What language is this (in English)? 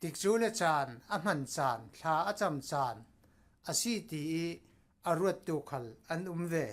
Falam Chin